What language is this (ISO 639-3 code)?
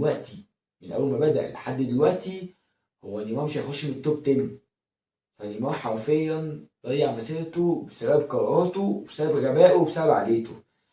arz